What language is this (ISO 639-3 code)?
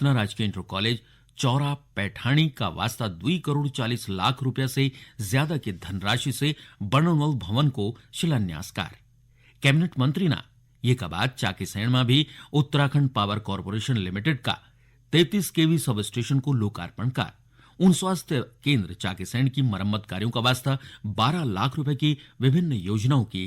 gbm